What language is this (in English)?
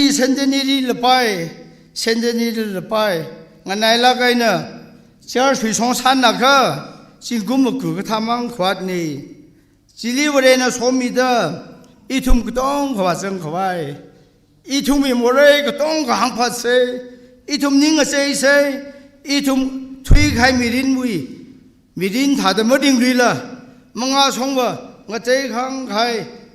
Tangkhul Naga (India)